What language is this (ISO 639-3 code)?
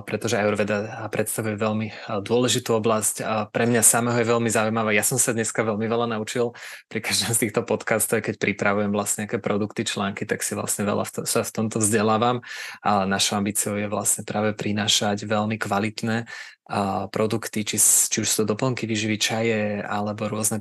slk